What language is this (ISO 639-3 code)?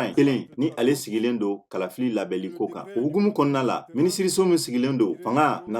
bam